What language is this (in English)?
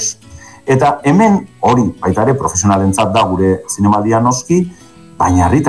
Basque